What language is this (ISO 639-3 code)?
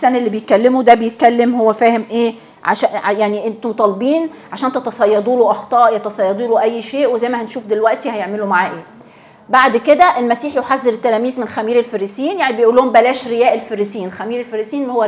arz